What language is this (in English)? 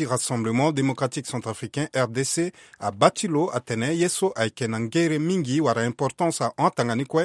Sango